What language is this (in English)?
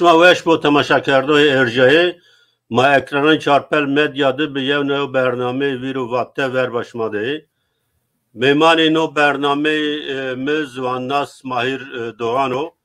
Zaza